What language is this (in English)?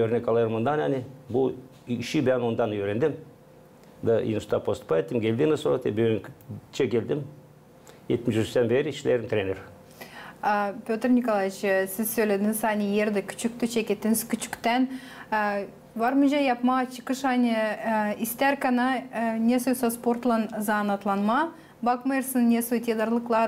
Gagauz